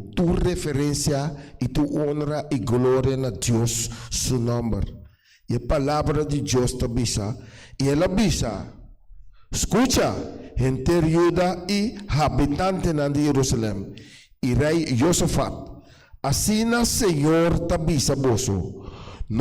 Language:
Papiamento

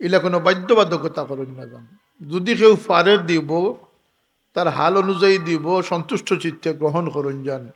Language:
Sylheti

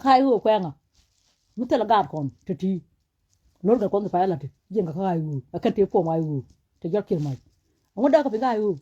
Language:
Nuer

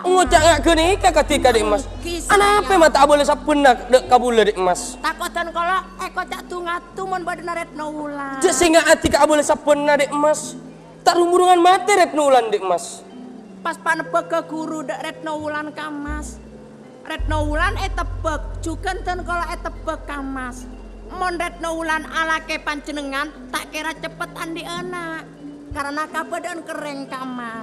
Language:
Madurese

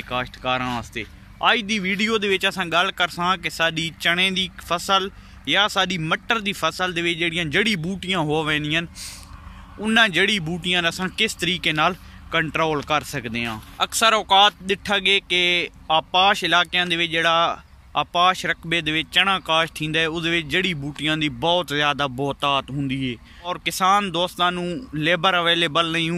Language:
Saraiki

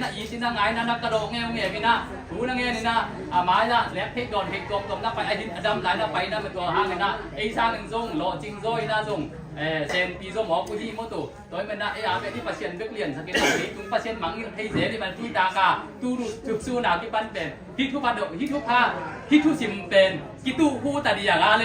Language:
Tedim Chin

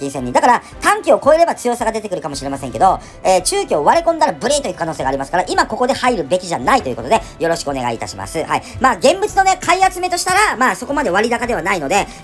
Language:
Japanese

